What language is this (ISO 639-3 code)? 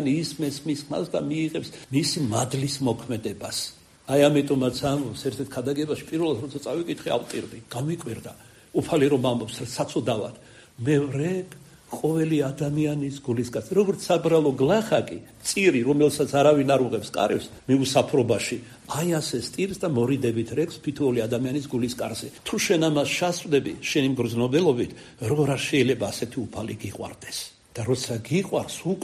kat